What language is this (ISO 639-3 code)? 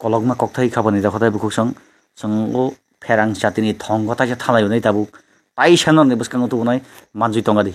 trp